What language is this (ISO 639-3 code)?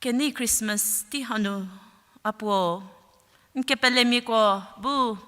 njm